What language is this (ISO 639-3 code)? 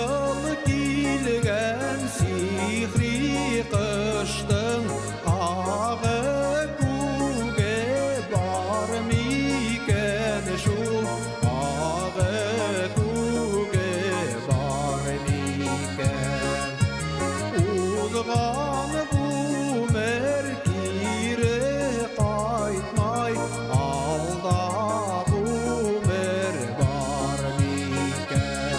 bak